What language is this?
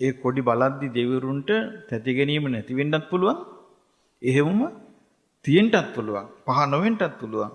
Sinhala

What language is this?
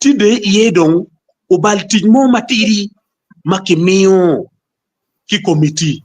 Acoli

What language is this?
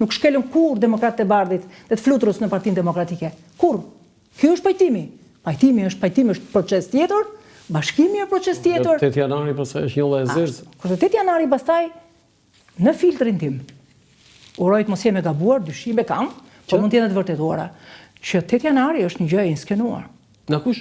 Albanian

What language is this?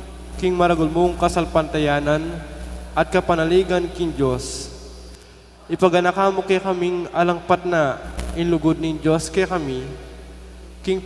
Pampanga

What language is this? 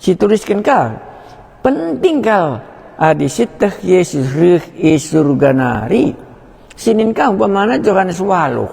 Batak Karo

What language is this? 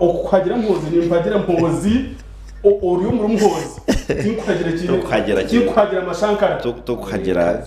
Nyankole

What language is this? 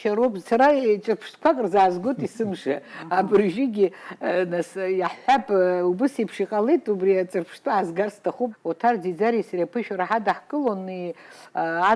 Abkhazian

